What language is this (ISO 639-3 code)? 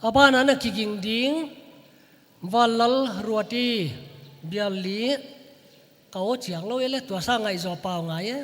pck